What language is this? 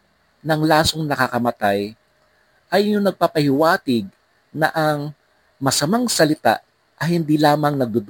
Filipino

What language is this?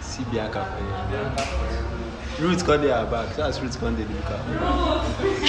Nigerian Pidgin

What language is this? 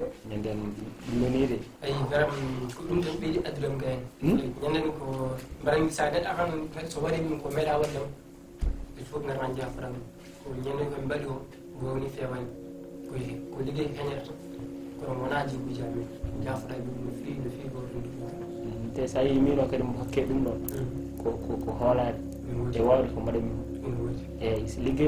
Fula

